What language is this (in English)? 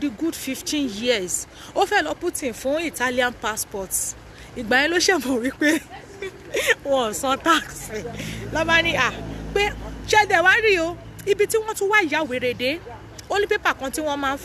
Yoruba